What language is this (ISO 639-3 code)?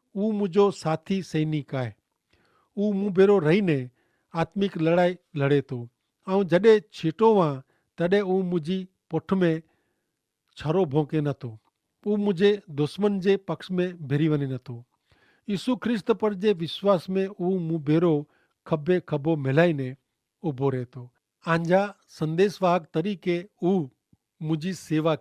kfr